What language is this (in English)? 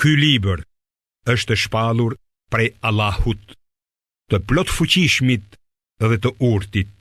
Albanian